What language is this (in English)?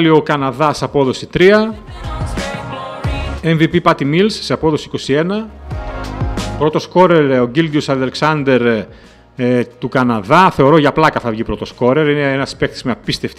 Greek